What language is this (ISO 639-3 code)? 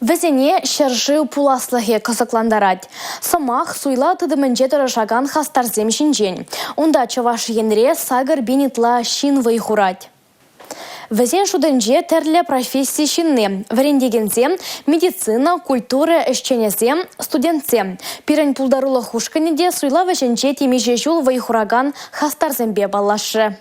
chv